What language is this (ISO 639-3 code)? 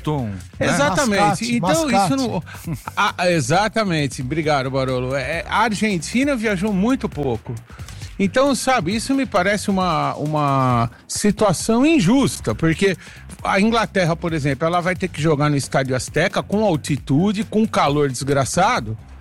por